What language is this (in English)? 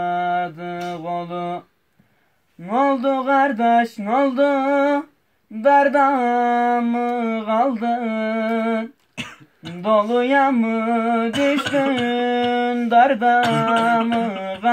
Turkish